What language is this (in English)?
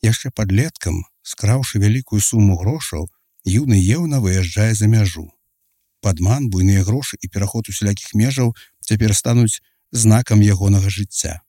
Belarusian